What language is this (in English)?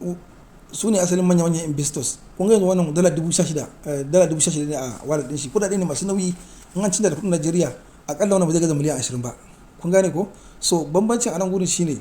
Hausa